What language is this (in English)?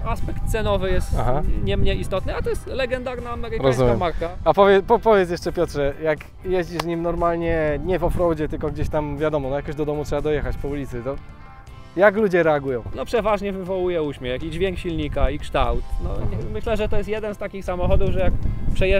Polish